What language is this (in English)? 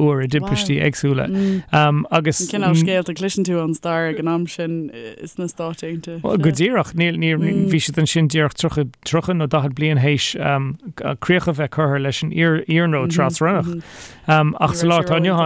Irish